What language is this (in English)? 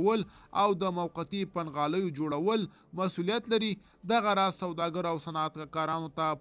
Pashto